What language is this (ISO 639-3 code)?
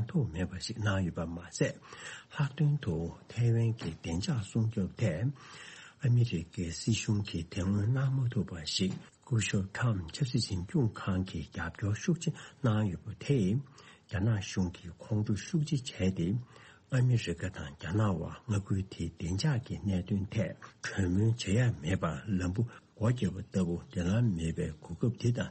bod